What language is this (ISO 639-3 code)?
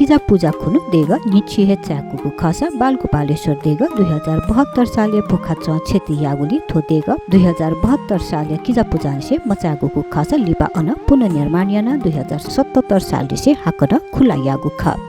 new